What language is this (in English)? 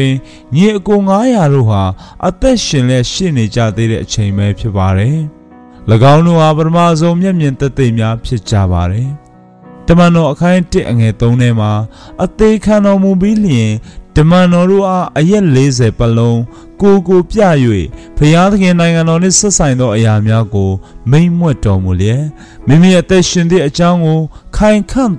Burmese